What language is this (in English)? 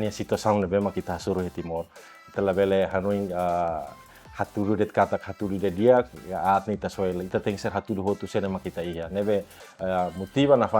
Tetum